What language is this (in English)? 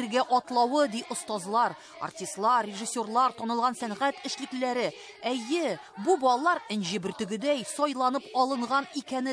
Tatar